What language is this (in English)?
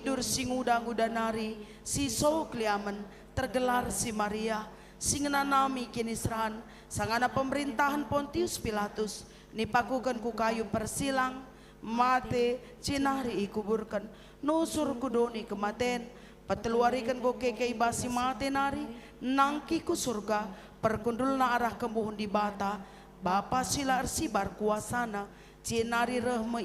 Batak Karo